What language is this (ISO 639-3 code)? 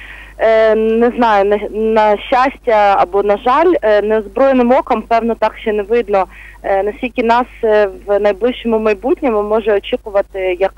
ukr